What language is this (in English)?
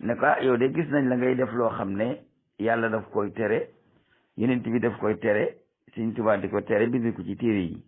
Wolof